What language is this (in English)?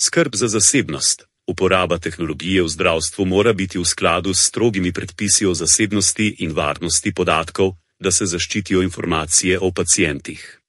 Slovenian